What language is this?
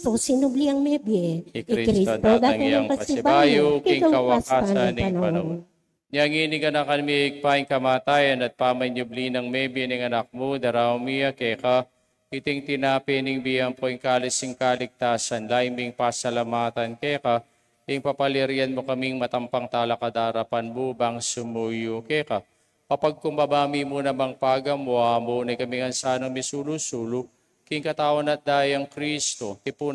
Pampanga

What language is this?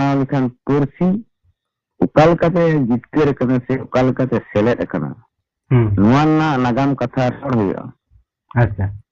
Santali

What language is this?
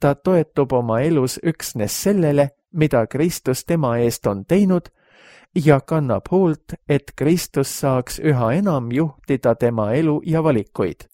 Estonian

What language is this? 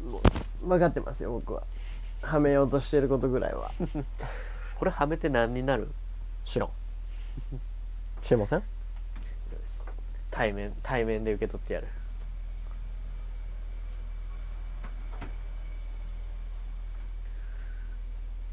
Japanese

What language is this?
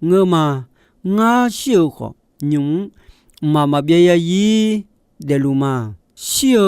Akha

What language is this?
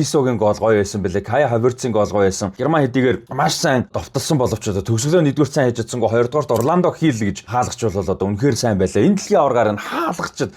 Mongolian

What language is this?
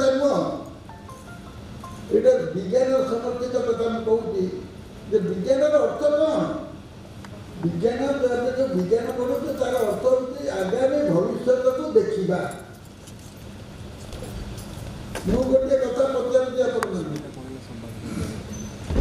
Odia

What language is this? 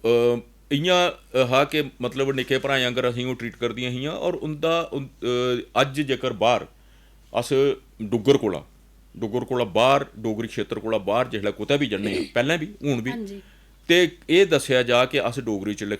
Dogri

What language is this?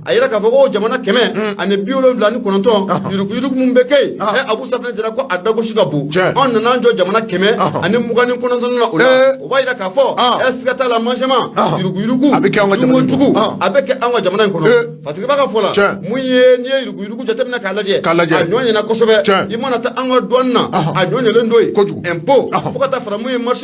Bambara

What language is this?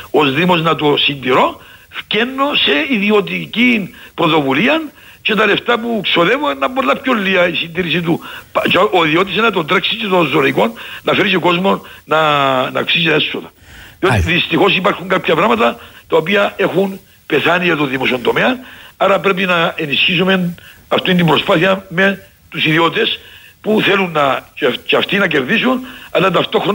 Greek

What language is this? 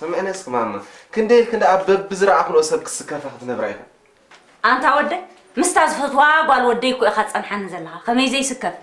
Tigrinya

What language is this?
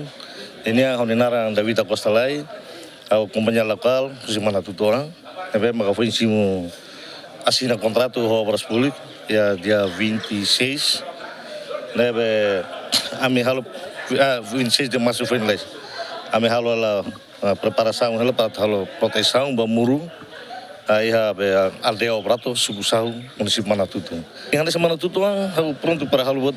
Tetum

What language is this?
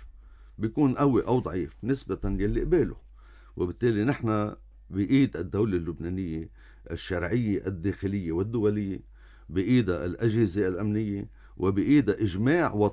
North Levantine Arabic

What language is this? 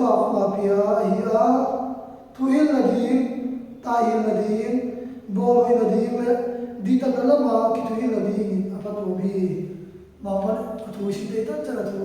Tedim Chin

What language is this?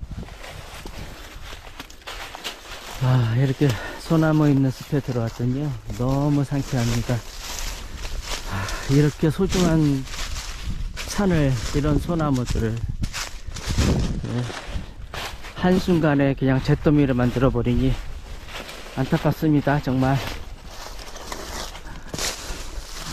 Korean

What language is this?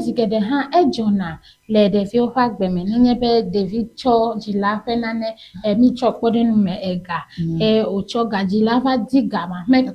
Ewe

